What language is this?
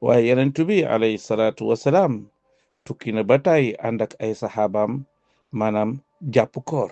Wolof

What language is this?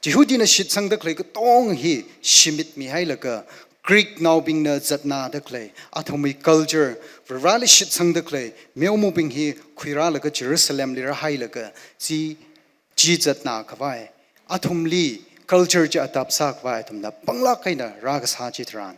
Tangkhul Naga (India)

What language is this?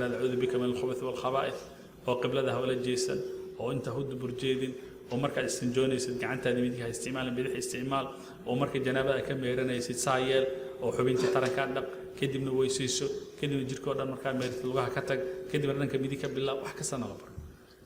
Somali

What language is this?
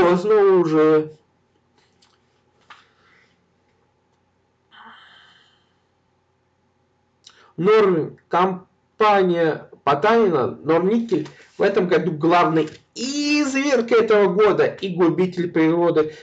Russian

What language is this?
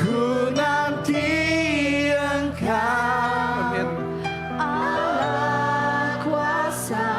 Iban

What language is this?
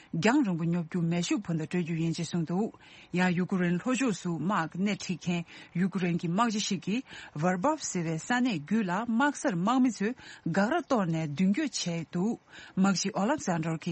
Tibetan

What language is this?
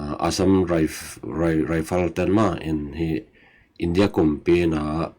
Tedim Chin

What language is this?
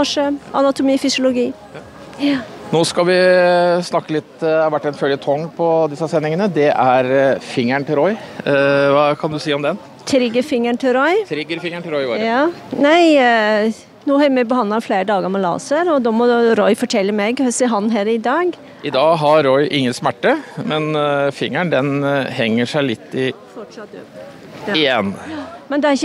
Norwegian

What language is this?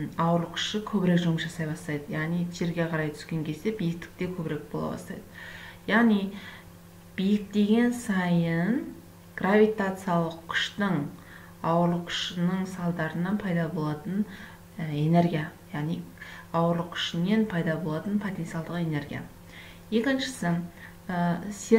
Kazakh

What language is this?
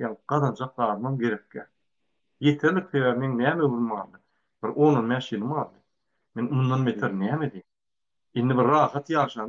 Turkmen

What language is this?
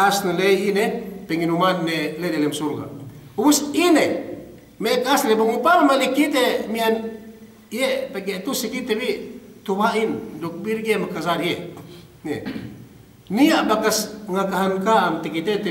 Yakan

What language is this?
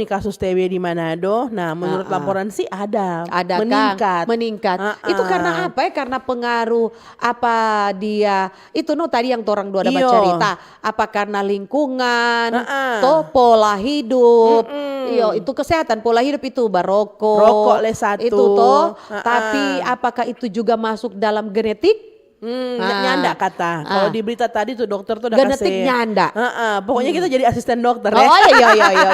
Manado Malay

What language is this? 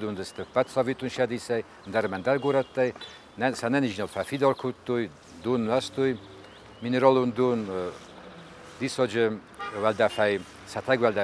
Ossetic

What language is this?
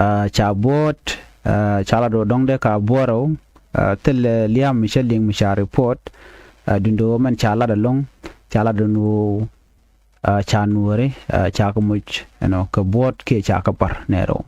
Nuer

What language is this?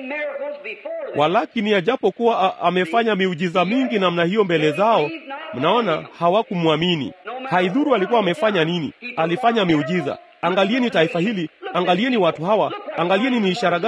Swahili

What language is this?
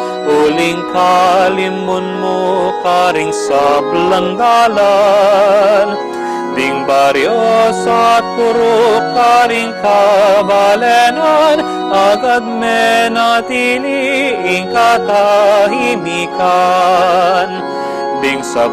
Pampanga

